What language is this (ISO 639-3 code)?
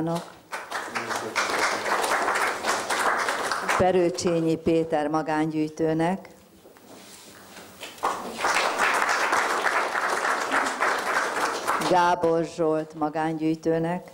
hun